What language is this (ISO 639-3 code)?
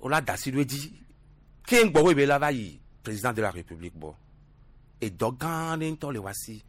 gej